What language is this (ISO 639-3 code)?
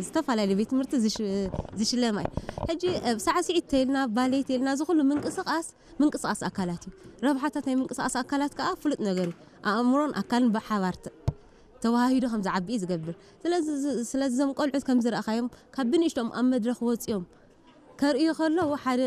tir